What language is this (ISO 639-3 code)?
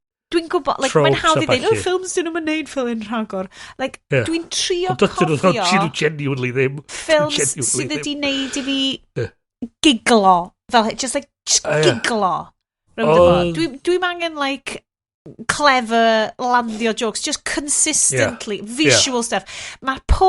cym